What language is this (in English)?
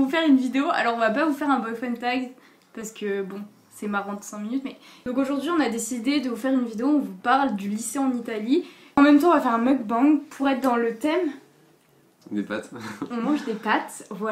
French